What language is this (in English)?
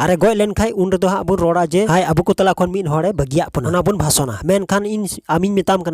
Santali